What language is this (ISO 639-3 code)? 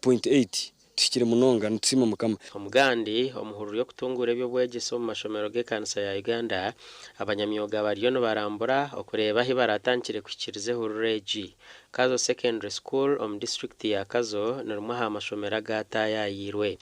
nyn